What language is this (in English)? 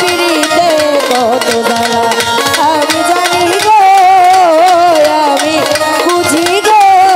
Bangla